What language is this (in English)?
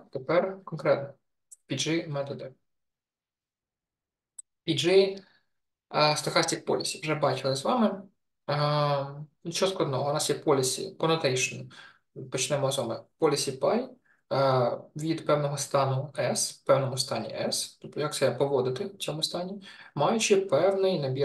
Ukrainian